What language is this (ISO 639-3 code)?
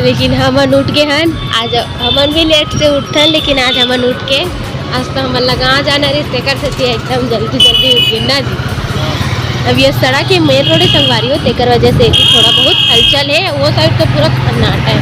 hne